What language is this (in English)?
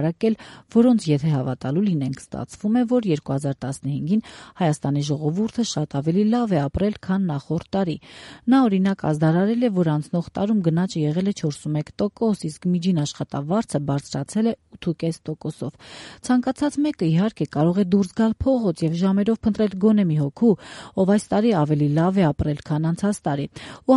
Armenian